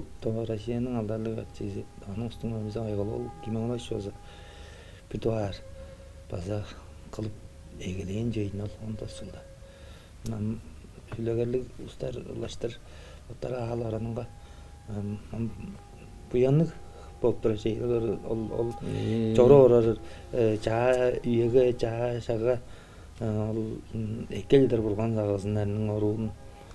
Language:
Tuvinian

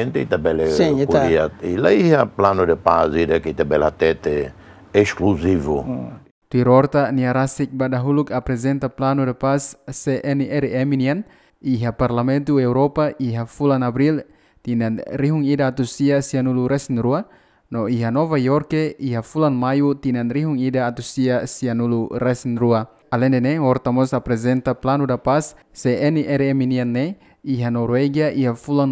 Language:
Tetum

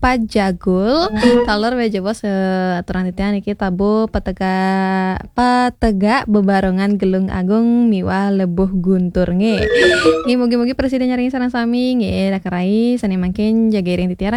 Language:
Balinese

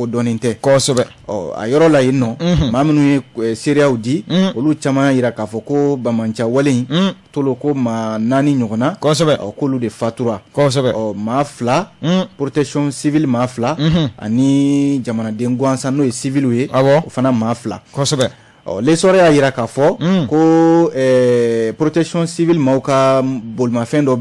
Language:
Bambara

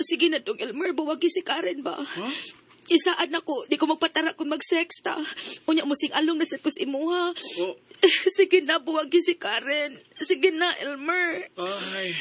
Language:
Cebuano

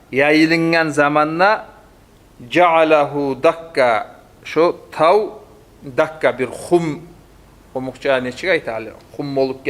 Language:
Kumyk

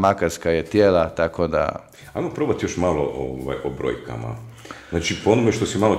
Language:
Croatian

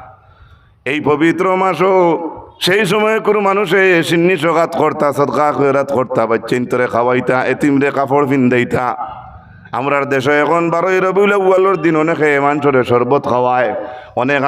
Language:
Sylheti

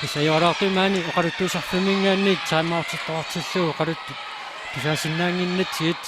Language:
Kalaallisut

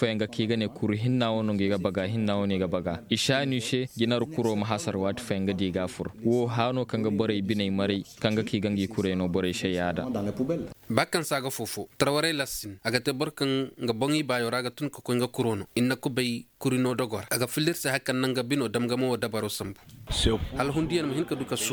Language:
Koyraboro Senni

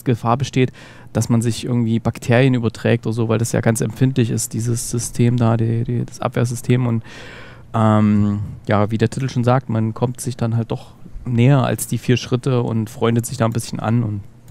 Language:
German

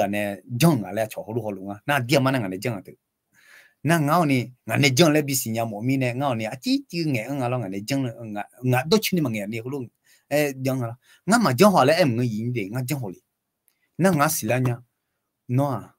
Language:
Akha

